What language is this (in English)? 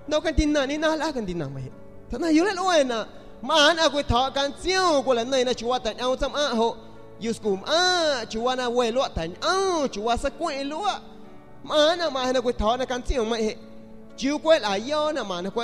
San Pedro Amuzgos Amuzgo